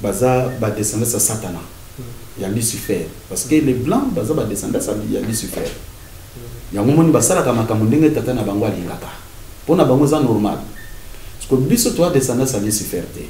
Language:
Lingala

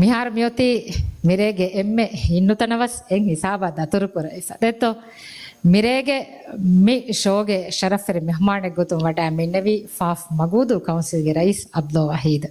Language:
Divehi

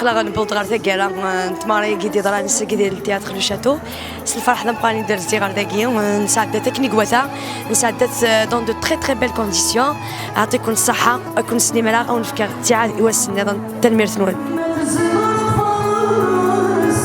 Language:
Kabyle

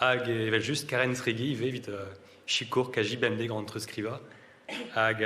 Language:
Breton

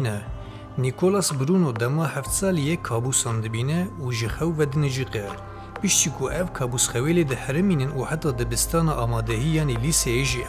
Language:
Kurdish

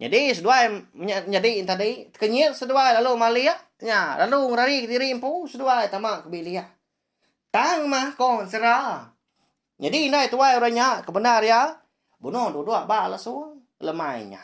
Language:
Iban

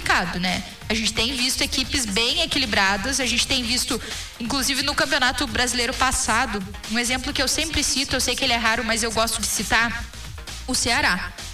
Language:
Portuguese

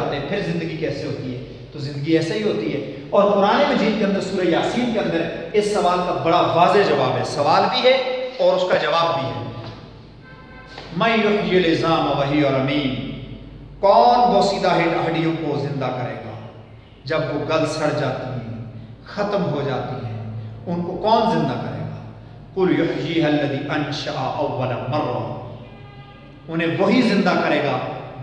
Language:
Urdu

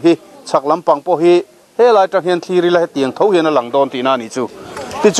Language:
Mizo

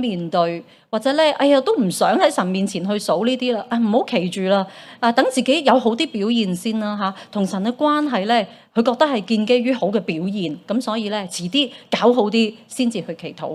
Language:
Cantonese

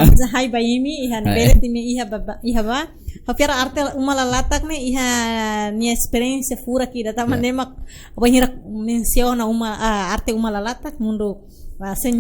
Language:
Tetum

